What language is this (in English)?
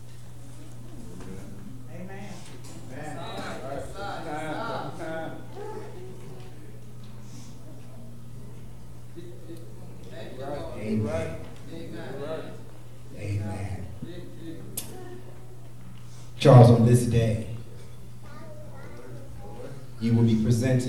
English